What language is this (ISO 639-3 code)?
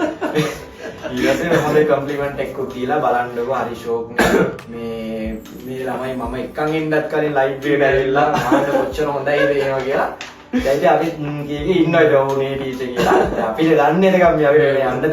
sin